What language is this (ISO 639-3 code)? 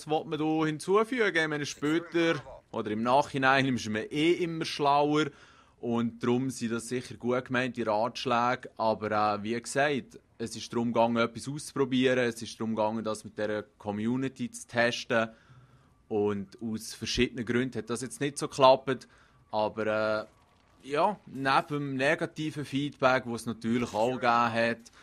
gsw